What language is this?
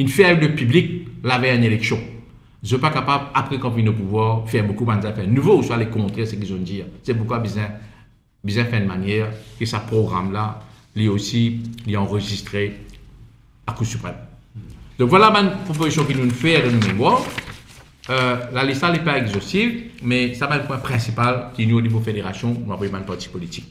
Morisyen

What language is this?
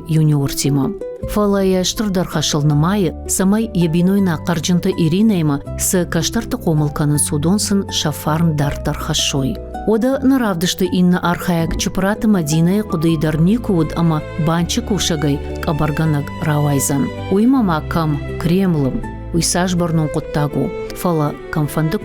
Ossetic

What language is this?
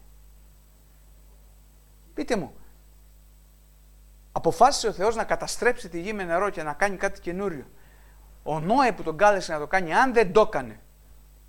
Greek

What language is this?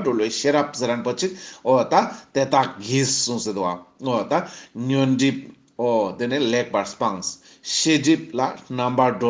Ladakhi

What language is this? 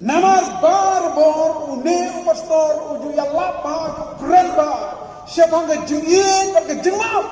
Khasi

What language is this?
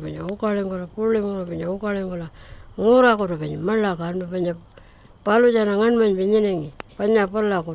Pitjantjatjara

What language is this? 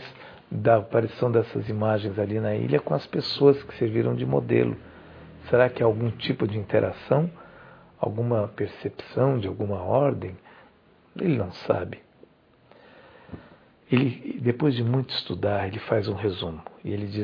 Portuguese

